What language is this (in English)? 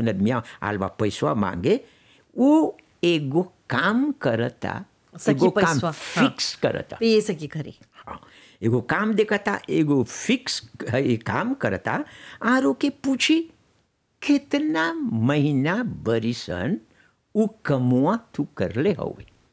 Bhojpuri